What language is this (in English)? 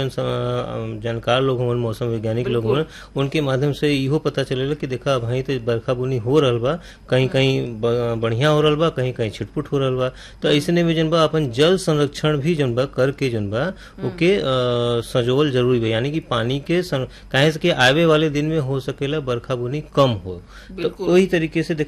Bhojpuri